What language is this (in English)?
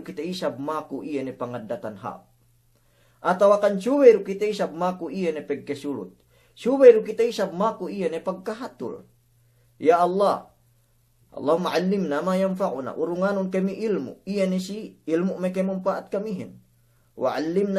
Yakan